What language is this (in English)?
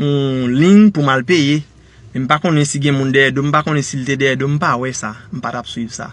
Haitian Creole